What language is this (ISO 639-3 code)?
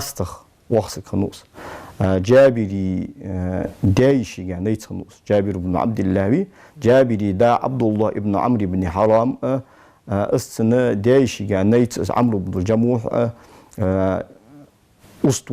inh